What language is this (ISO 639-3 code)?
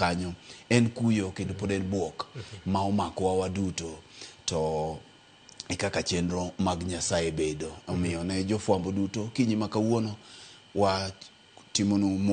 luo